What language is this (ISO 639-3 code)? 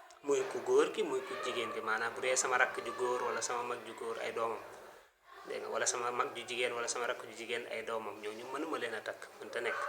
wol